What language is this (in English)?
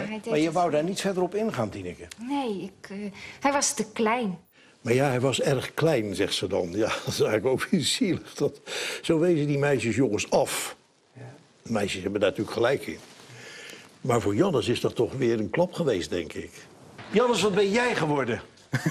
Dutch